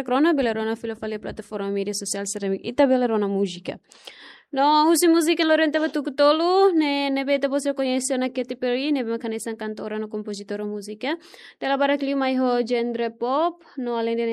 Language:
Tetum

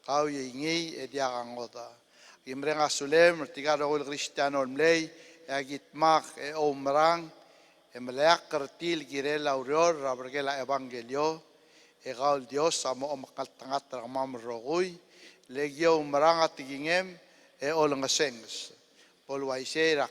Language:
Palauan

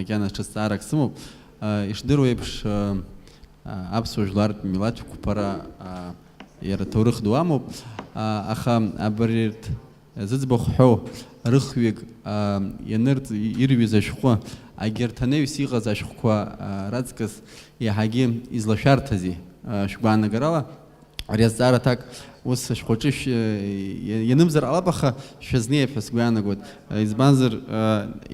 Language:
Abkhazian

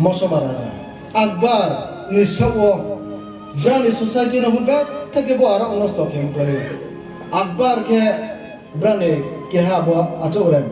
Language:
Riang (India)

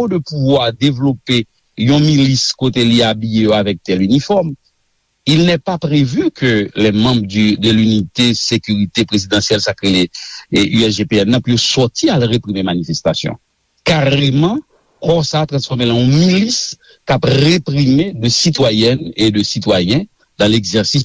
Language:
Haitian Creole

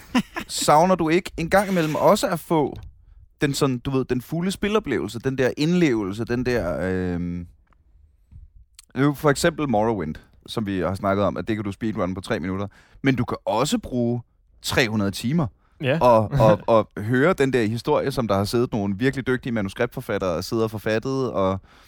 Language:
Danish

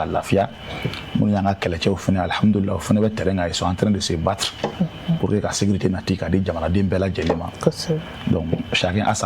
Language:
Bambara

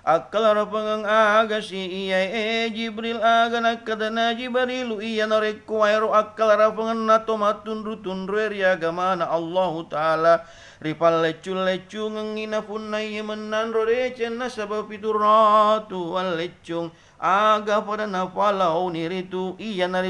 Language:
Buginese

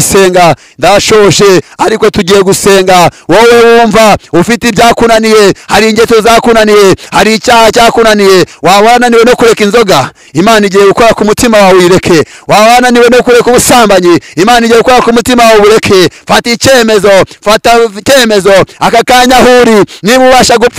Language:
Kinyarwanda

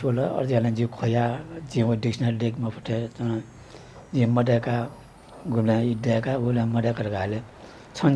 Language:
Newari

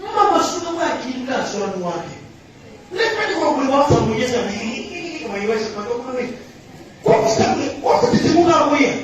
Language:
Nyanja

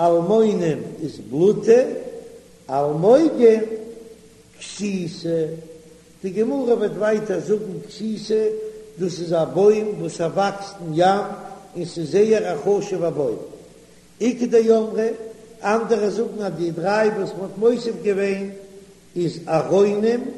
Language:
Yiddish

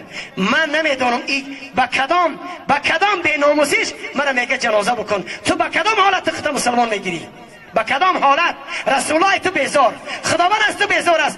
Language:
Tajik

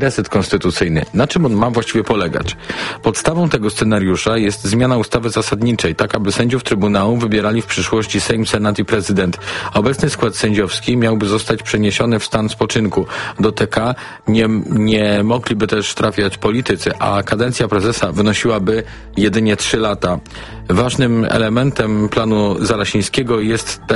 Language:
Polish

